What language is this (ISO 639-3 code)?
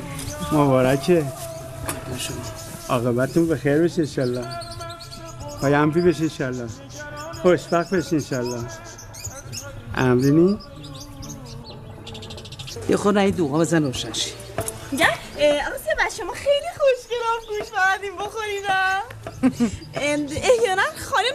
fas